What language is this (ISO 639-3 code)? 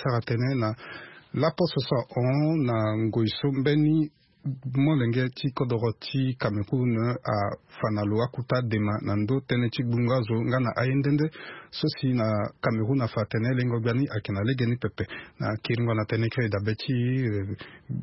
sag